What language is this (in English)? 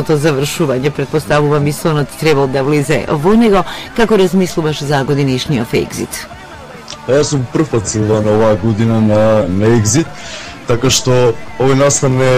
Macedonian